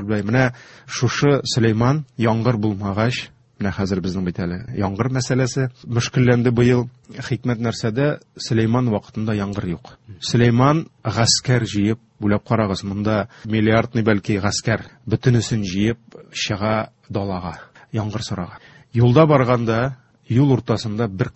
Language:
Tatar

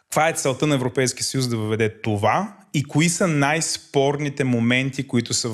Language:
Bulgarian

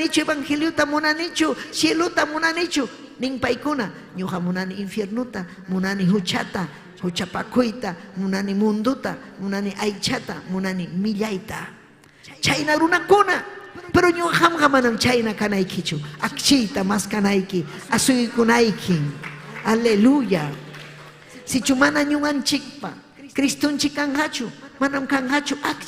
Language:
Ayacucho Quechua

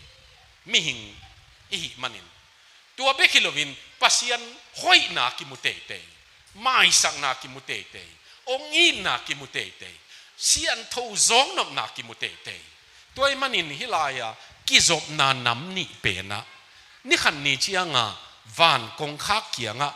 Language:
Tedim Chin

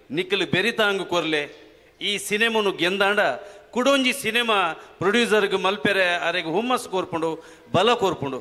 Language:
Tulu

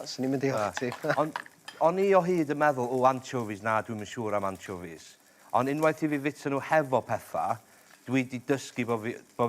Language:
Welsh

